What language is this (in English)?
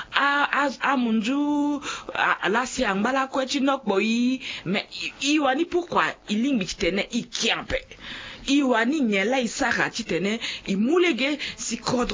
Sango